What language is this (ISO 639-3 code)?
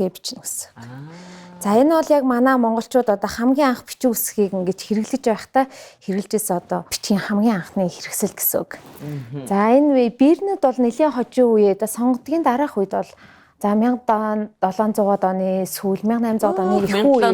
mon